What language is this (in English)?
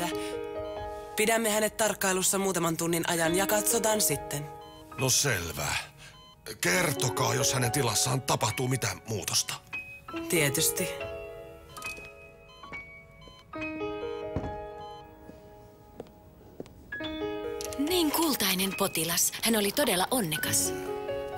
Finnish